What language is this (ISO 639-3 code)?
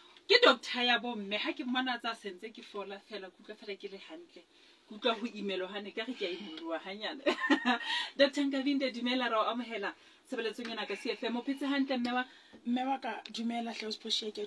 sot